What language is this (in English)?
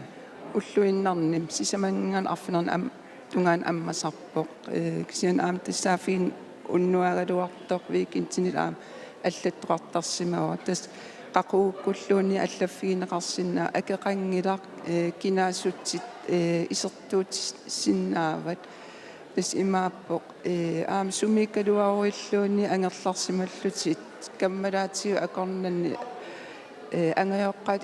Kalaallisut